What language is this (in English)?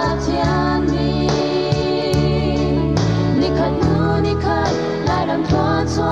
Hakha Chin